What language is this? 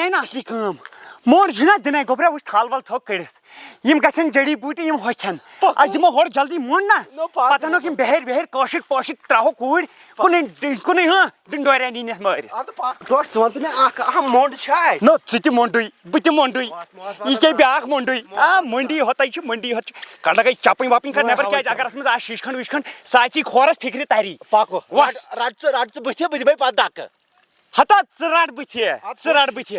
Kashmiri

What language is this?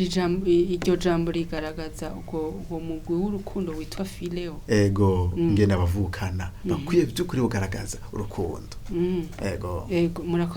Rundi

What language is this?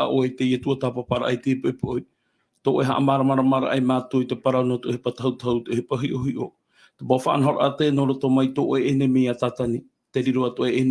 Tahitian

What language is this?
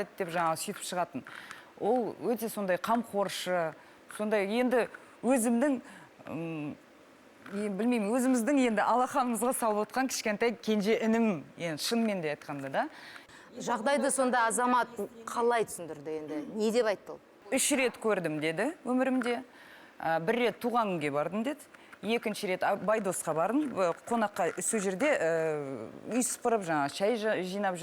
Kazakh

